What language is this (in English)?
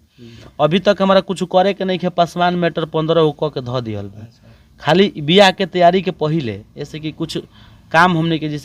Bhojpuri